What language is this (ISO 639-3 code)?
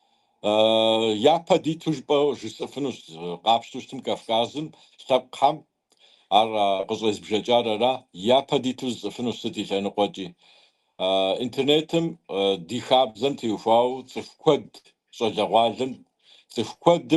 kbd